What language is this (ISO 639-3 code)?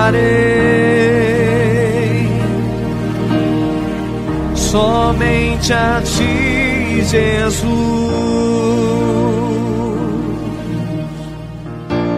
por